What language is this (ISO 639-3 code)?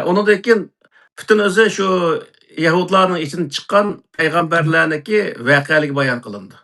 uig